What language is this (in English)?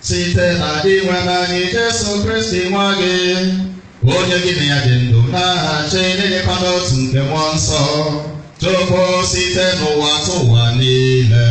Igbo